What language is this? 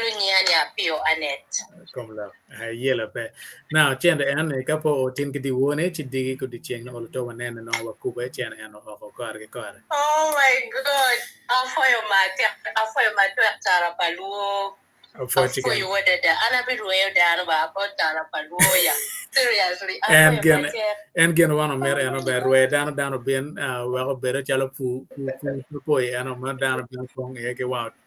Acoli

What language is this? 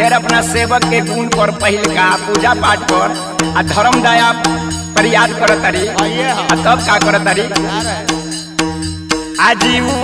Bhojpuri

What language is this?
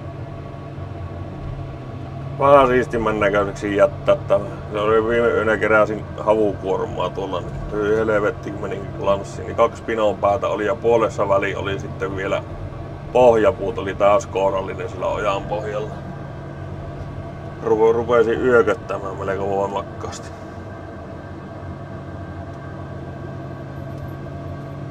Finnish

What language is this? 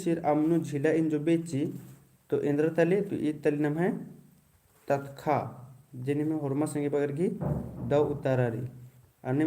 Kurukh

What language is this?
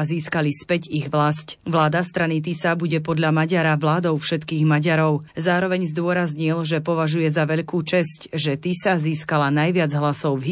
Slovak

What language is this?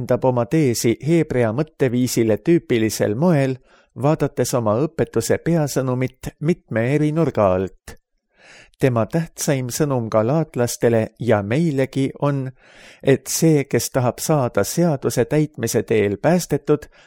Estonian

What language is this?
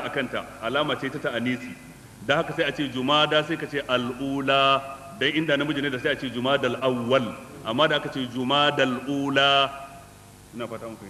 Hausa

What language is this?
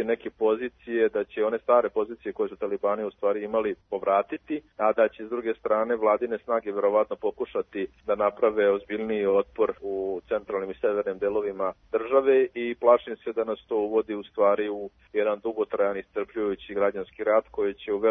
Serbian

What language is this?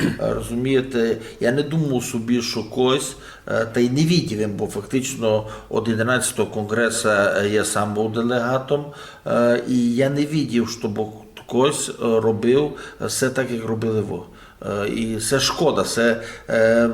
Rusyn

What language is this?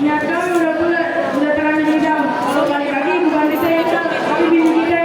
Betawi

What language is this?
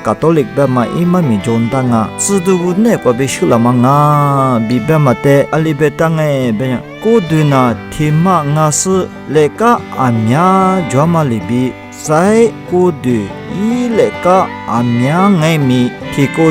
Lisu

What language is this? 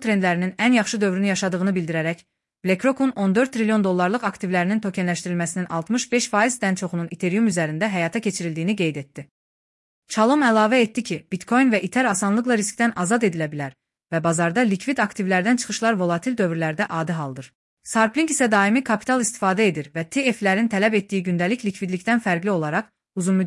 Azerbaijani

